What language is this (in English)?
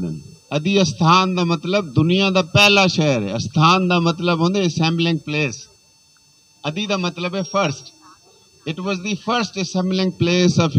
Saraiki